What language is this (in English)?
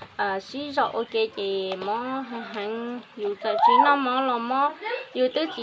Hmong